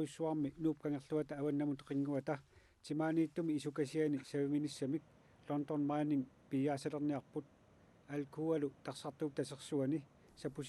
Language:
Kalaallisut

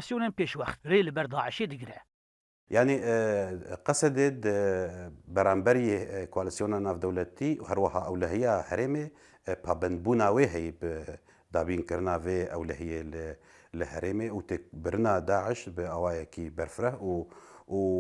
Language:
Kurdish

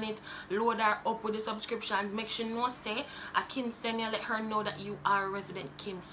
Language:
Jamaican Creole English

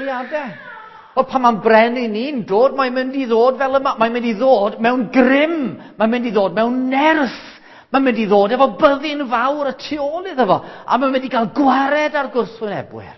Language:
Welsh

